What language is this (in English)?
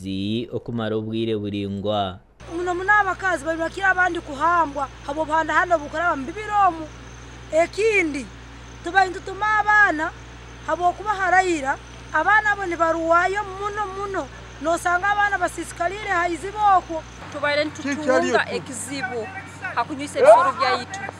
Nyankole